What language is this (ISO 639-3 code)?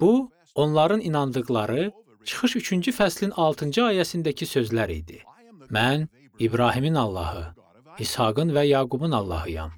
aze